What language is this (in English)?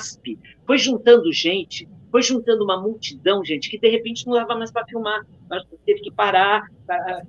Portuguese